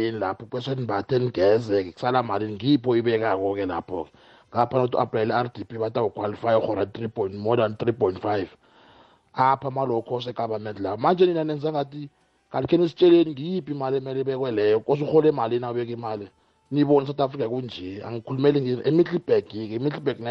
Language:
South Ndebele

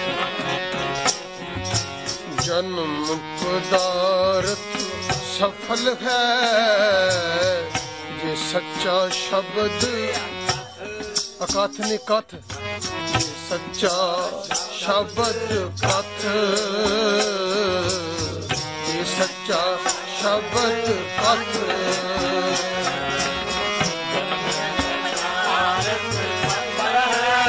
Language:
Punjabi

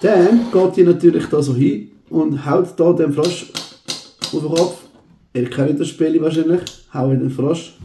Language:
Swiss German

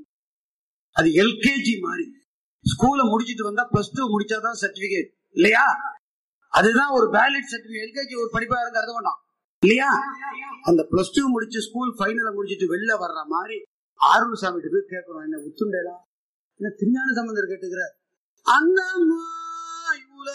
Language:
Tamil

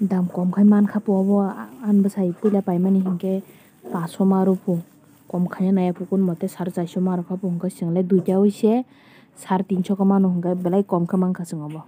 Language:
Kok Borok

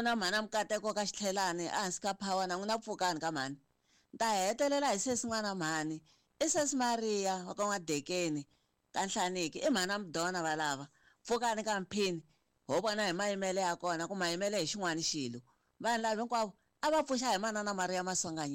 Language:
Tsonga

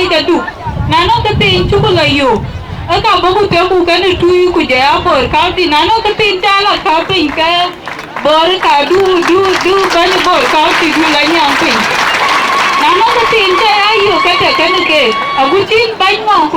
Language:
Dinka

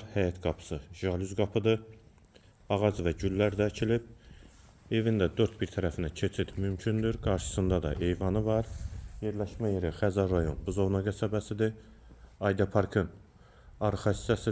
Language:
Azerbaijani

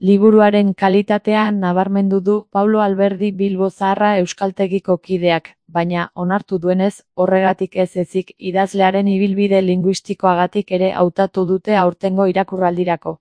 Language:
Basque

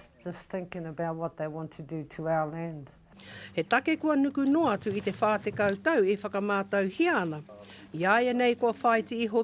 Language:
Māori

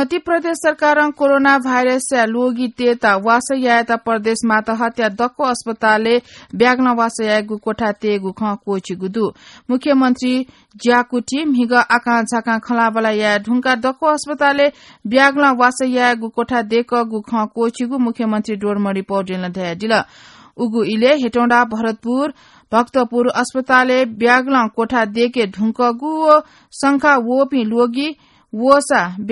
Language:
Newari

